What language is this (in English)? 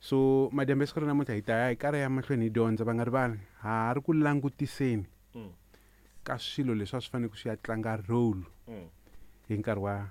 Tsonga